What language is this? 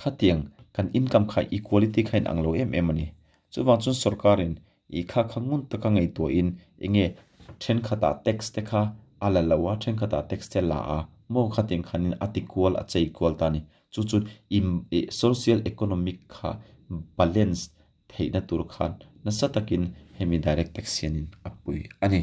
Mizo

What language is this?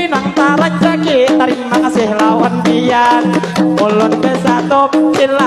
Banjar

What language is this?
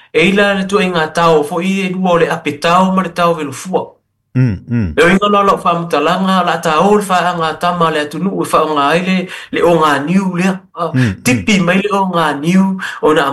Samoan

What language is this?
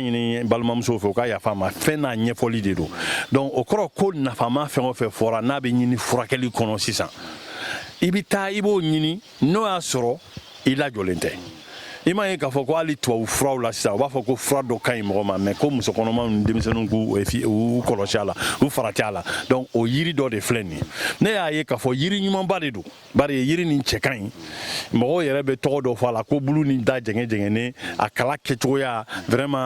Bambara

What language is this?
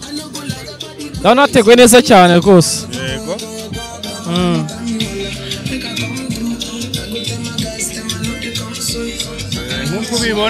Kinyarwanda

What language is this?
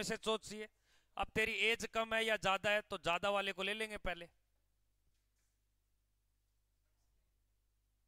Hindi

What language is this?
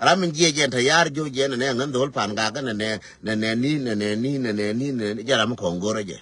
Nuer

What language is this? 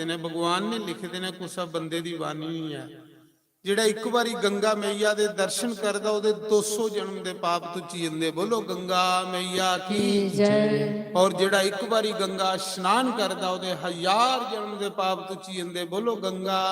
Dogri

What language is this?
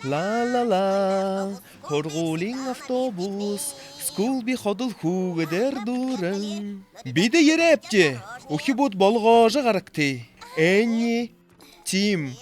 Buriat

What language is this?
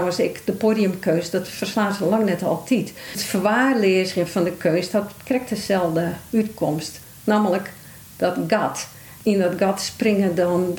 Western Frisian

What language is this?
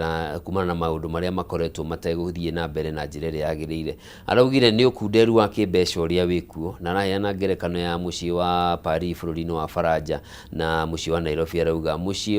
Kikuyu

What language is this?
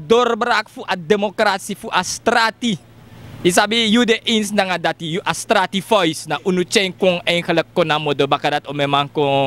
Sranan Tongo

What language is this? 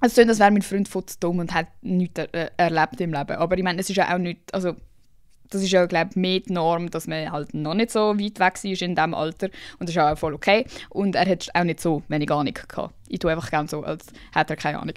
Swiss German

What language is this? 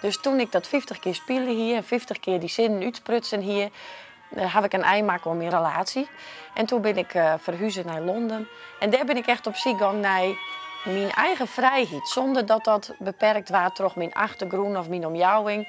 Western Frisian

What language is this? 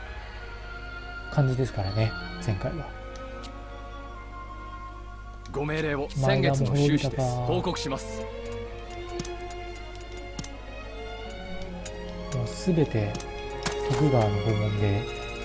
Japanese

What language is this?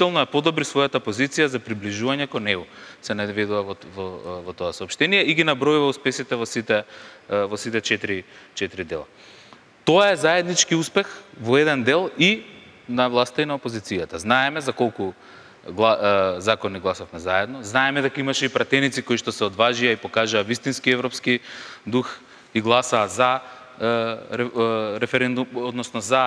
Macedonian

